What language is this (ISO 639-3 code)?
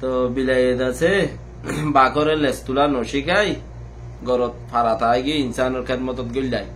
rhg